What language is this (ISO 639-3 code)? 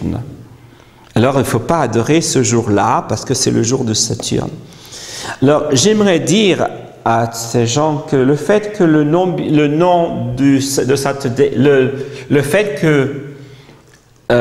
fra